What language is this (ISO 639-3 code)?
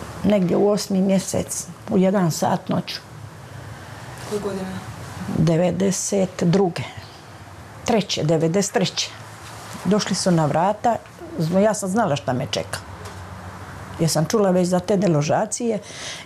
hrv